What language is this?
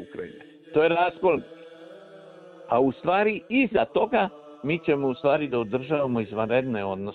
Serbian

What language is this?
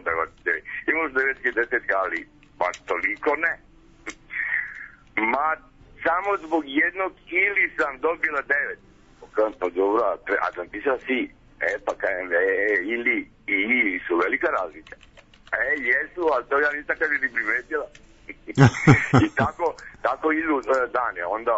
Serbian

